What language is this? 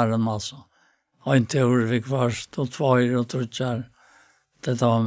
Faroese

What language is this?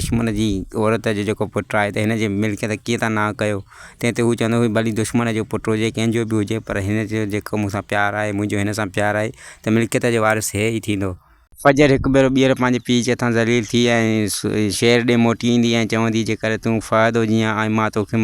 Sindhi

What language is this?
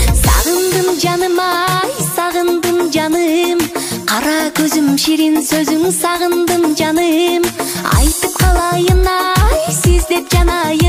Kyrgyz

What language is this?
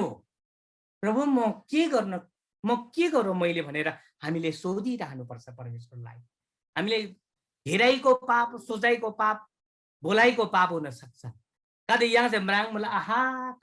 Eastern Tamang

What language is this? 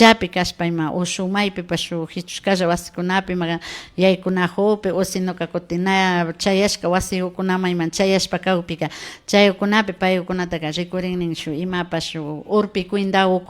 Imbabura Highland Quichua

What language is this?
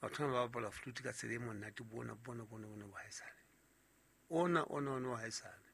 Southern Sotho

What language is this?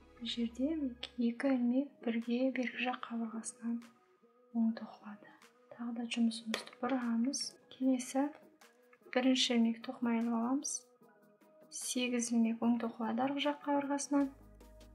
Kazakh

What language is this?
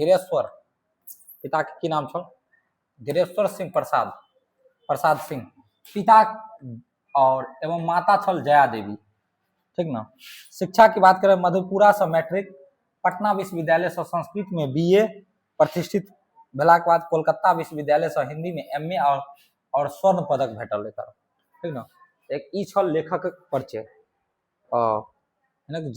Maithili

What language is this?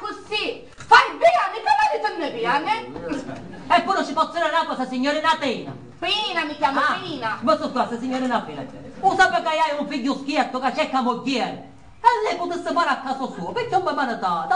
Sicilian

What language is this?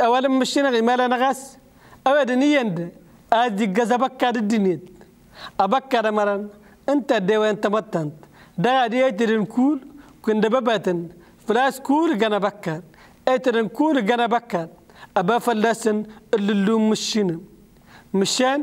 Kabyle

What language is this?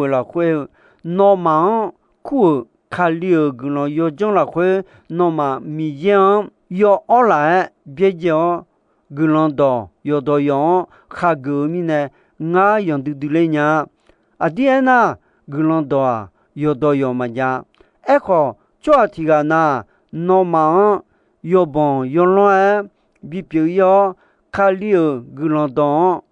Akha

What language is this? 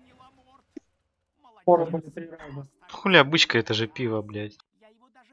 Russian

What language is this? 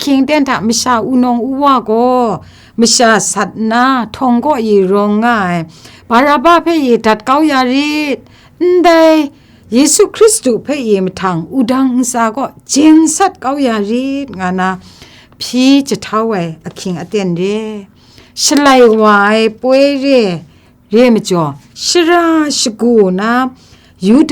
Kachin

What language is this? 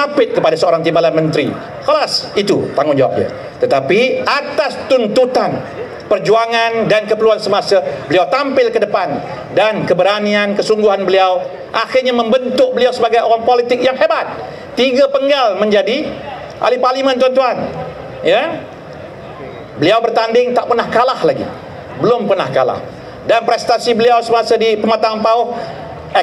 Malay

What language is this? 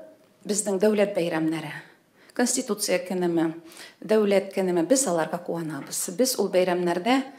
Tatar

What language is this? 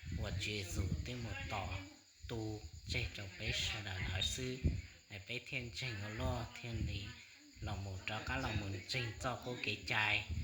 Hmong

